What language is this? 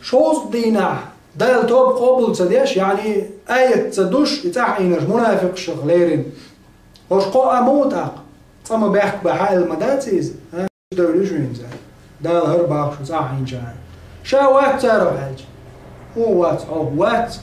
Chechen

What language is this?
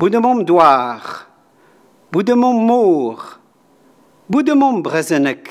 Breton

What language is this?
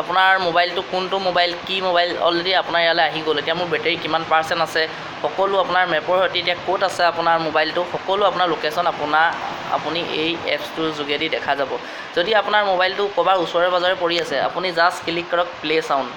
Assamese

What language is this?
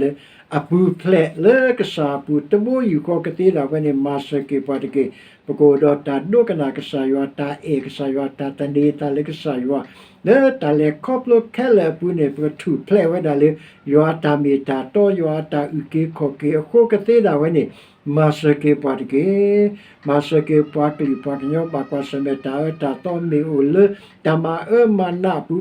S'gaw Karen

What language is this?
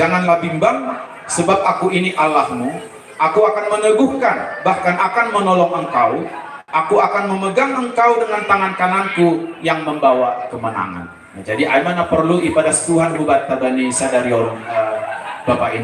Batak Simalungun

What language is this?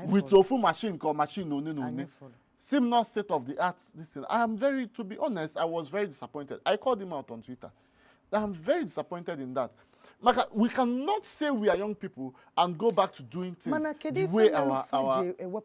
Igbo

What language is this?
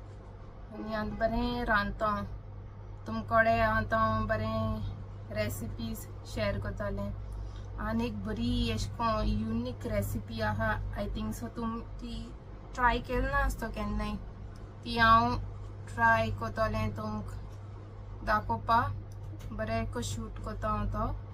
Konkani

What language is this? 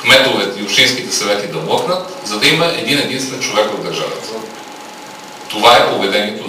Bulgarian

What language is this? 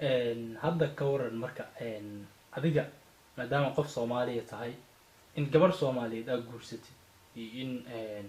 Somali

